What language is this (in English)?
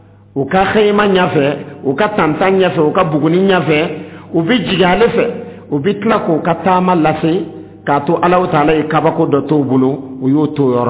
Dyula